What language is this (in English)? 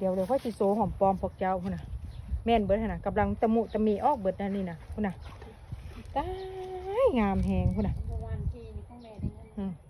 Lao